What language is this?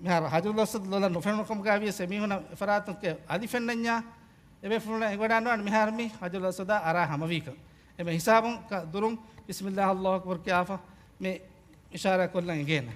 Divehi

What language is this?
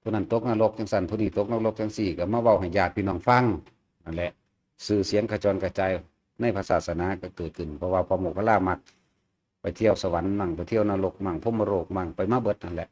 Lao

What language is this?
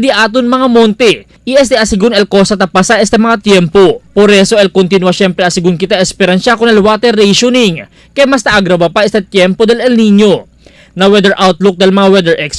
Chavacano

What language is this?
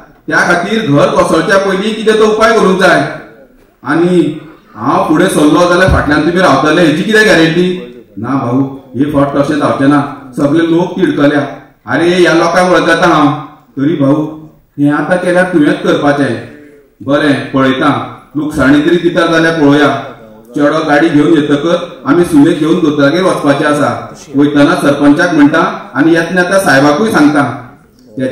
Konkani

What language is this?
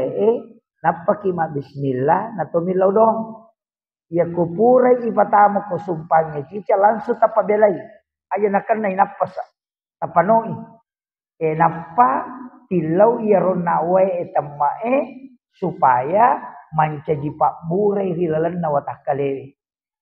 Buginese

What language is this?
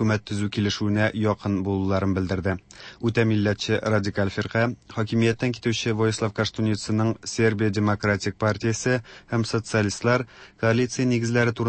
Tatar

